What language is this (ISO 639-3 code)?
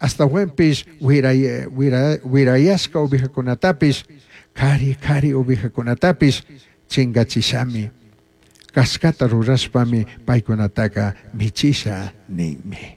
qug